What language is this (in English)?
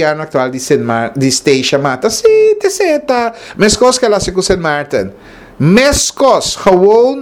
Papiamento